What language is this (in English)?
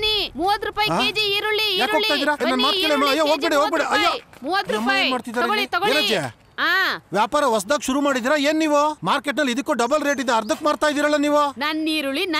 Kannada